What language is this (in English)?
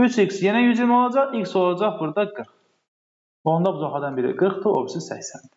Azerbaijani